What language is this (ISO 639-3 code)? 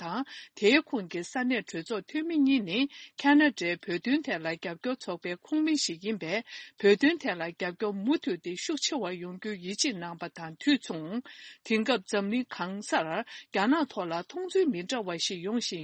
bod